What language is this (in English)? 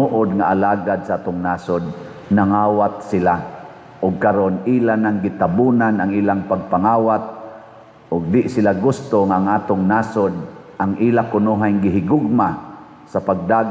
Cebuano